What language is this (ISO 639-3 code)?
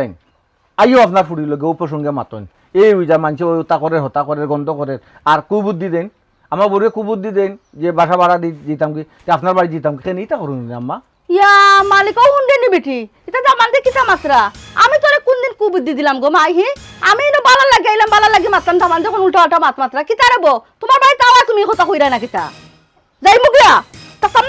syl